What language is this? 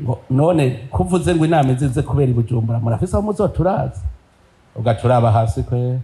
Rundi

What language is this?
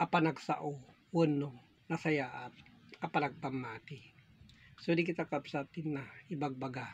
Iloko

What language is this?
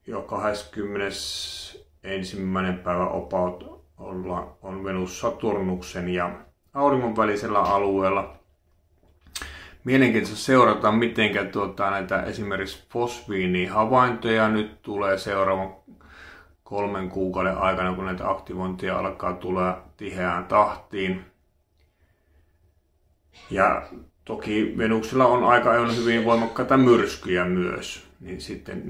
Finnish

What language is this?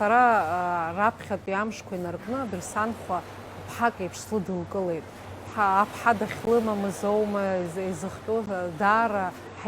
Abkhazian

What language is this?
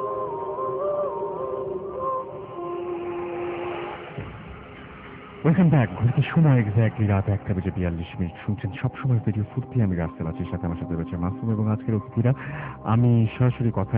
Bangla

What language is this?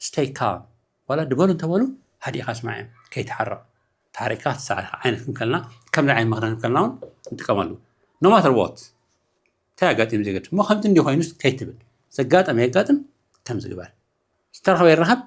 Tigrinya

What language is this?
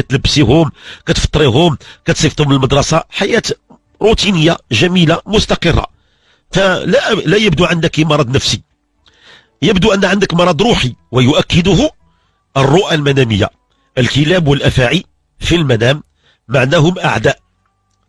Moroccan Arabic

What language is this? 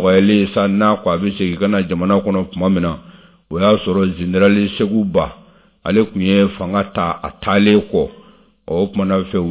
Bambara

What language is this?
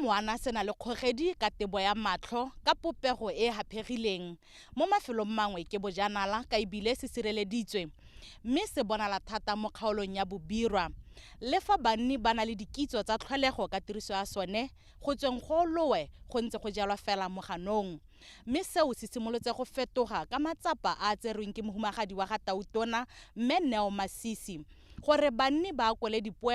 Tswana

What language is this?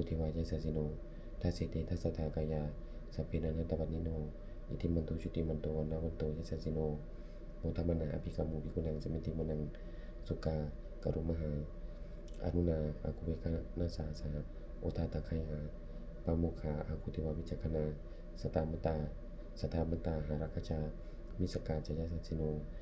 Pali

